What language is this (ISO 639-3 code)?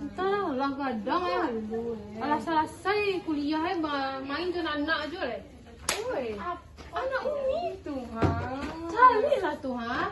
min